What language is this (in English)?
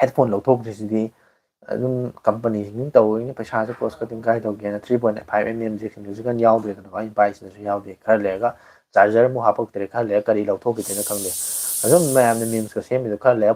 Manipuri